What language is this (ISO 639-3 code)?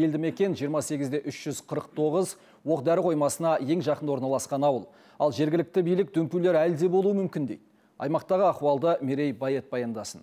kaz